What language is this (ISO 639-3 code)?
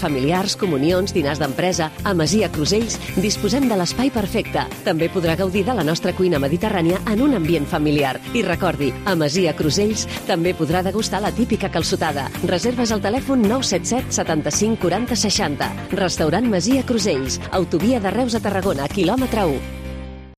cat